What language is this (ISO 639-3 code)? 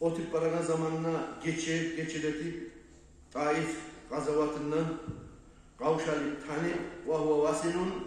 kum